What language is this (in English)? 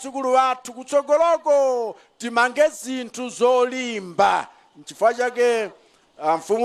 Nyanja